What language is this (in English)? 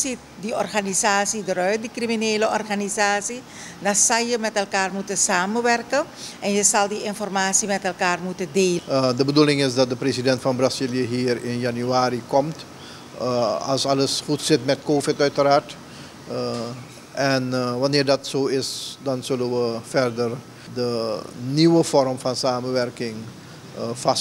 Dutch